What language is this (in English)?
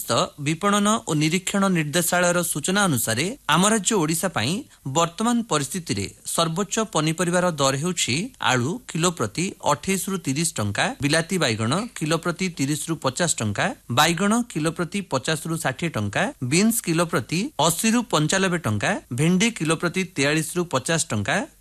Odia